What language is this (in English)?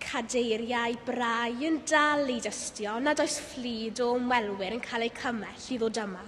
Welsh